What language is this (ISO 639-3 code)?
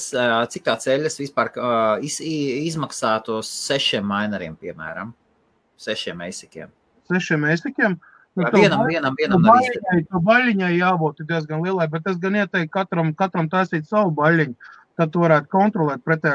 lav